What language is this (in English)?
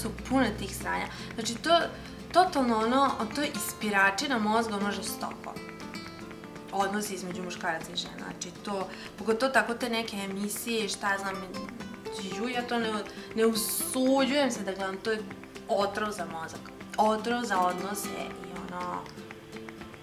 Serbian